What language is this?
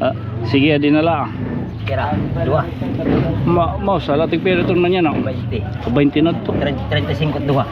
Waray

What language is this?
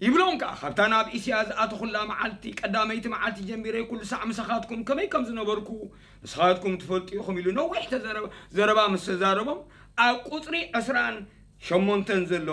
Tigrinya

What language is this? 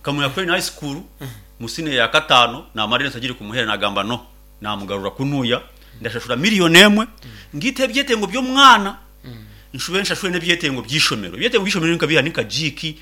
Nyankole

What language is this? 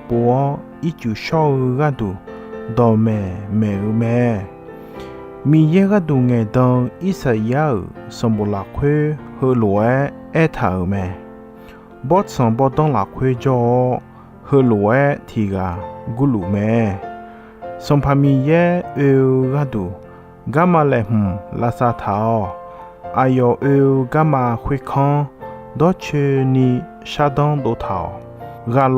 Akha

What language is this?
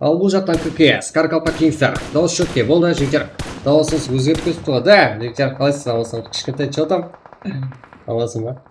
Kara-Kalpak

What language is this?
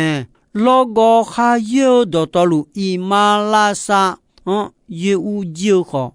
Akha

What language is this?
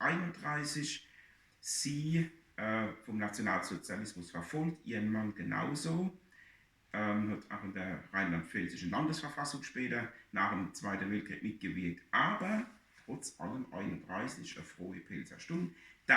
Palatine German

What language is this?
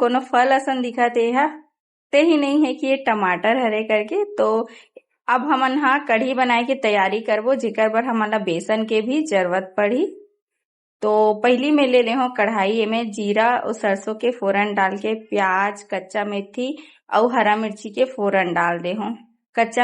Chhattisgarhi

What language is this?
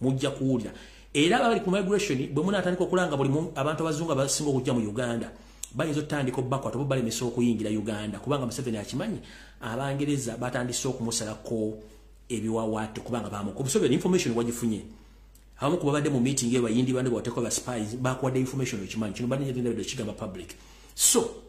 Ganda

